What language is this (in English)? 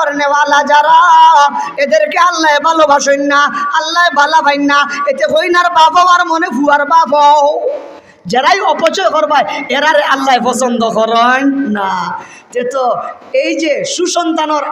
Sylheti